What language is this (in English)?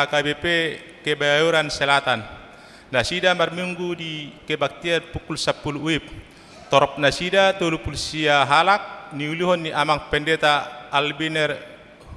Batak Toba